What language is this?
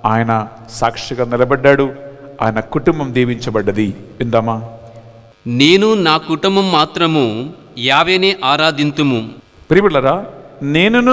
Telugu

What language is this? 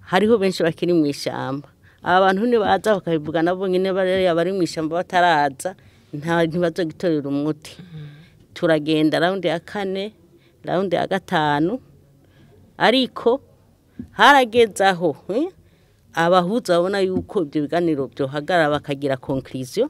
Rundi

